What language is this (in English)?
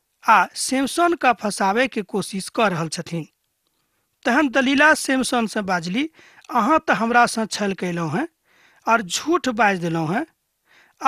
Maithili